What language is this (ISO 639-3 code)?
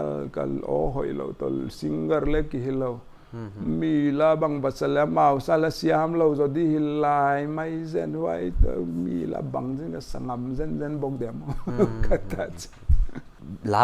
pck